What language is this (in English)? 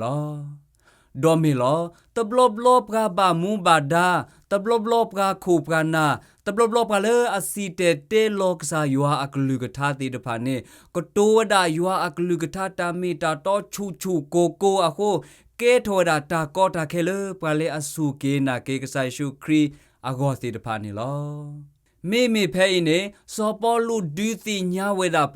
S'gaw Karen